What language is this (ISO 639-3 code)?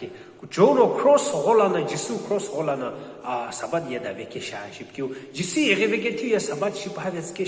nsm